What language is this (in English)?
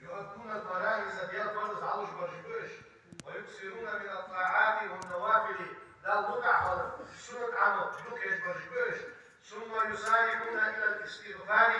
Ingush